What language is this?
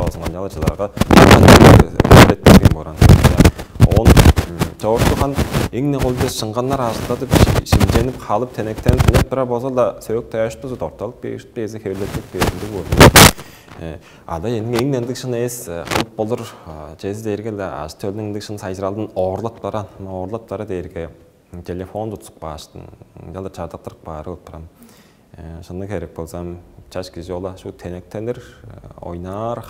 Tuvinian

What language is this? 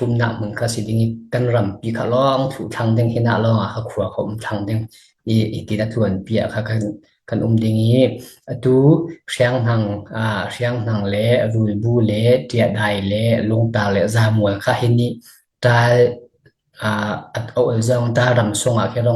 Falam Chin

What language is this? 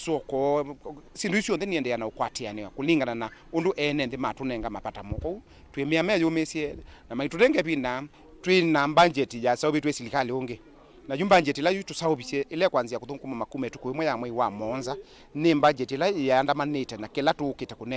Kamba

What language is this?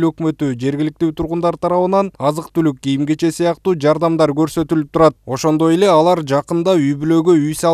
Kyrgyz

